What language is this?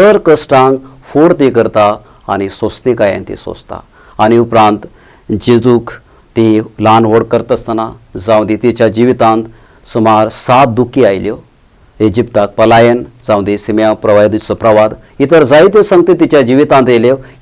Konkani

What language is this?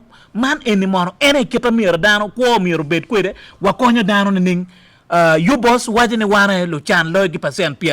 Acoli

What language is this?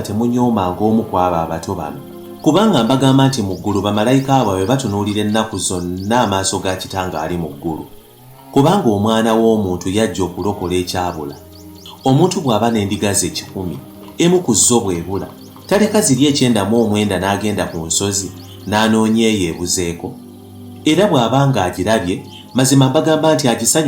Ganda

